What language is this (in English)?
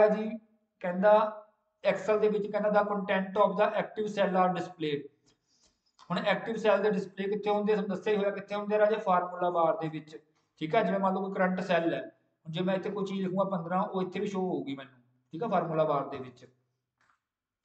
Punjabi